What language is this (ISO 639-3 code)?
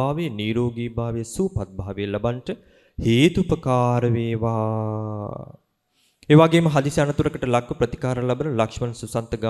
sin